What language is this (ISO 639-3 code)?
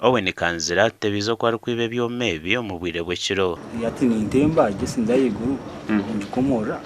nyn